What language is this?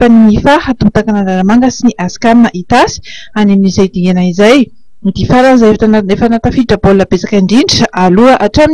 Malagasy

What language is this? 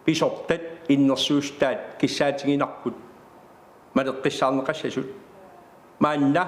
Kalaallisut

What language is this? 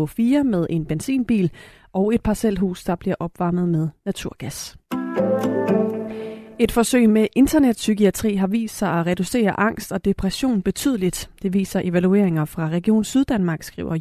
Danish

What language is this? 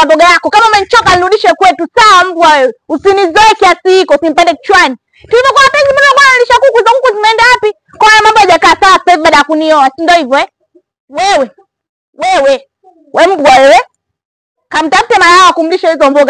Swahili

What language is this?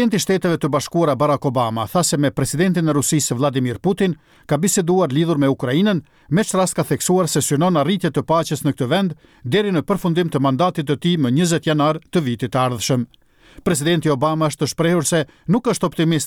Albanian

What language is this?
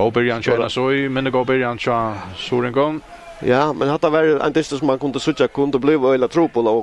Faroese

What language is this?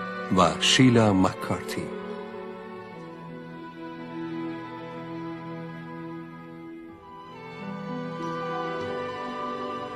Persian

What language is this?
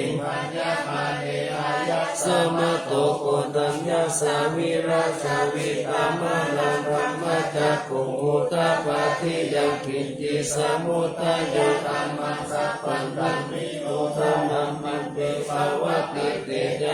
Pali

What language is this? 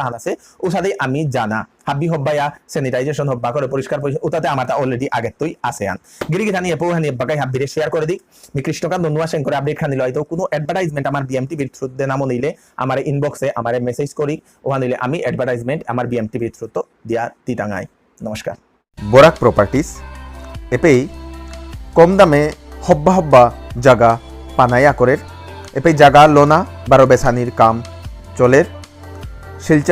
Bishnupriya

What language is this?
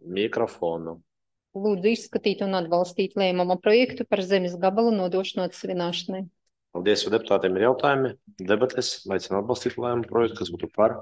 Latvian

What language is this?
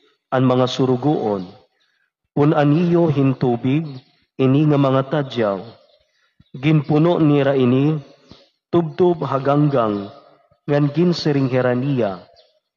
Waray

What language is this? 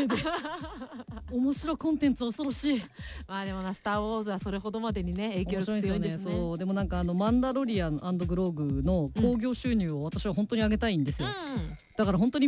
Japanese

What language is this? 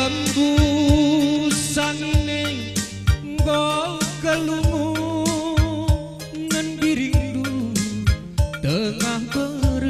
Batak Karo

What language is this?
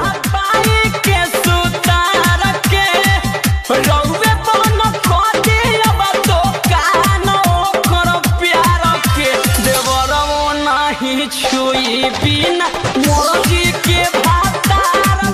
Bhojpuri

